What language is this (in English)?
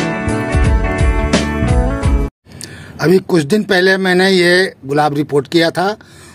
Hindi